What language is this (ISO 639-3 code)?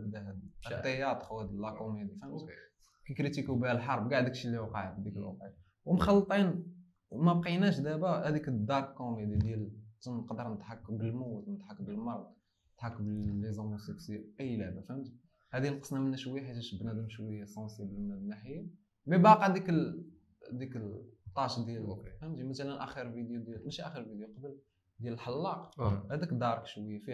ary